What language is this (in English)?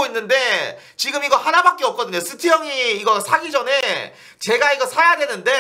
Korean